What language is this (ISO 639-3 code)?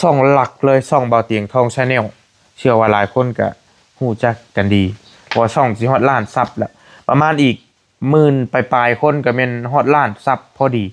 lao